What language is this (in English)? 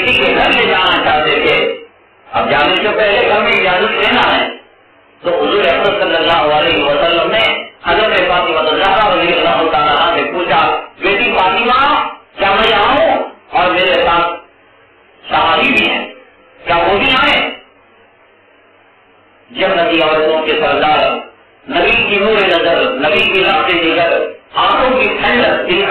Urdu